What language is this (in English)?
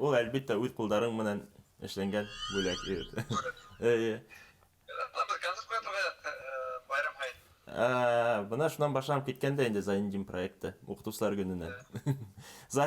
Bashkir